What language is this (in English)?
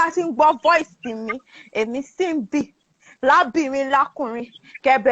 Yoruba